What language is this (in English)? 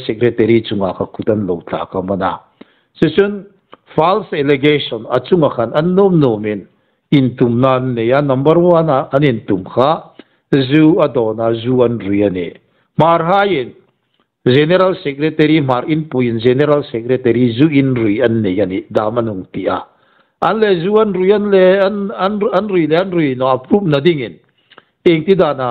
Hmar